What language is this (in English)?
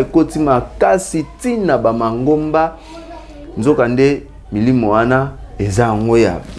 Lingala